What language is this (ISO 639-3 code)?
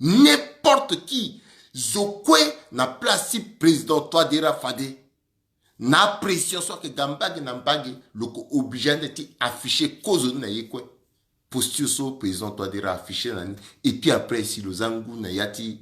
sag